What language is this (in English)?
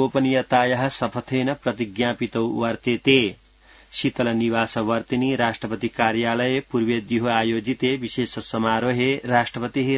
Sanskrit